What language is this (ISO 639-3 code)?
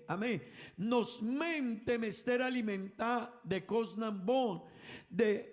pap